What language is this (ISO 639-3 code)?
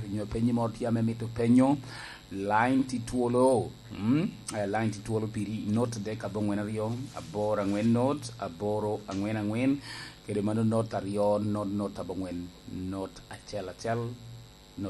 laj